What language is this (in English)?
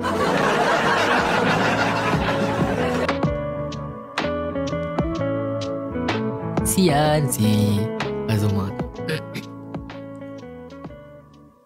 Malay